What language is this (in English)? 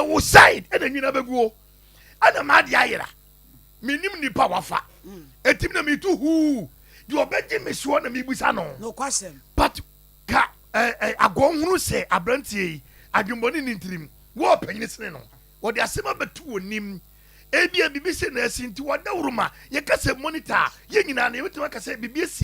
Akan